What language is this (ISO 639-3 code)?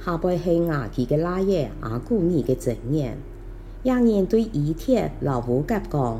hak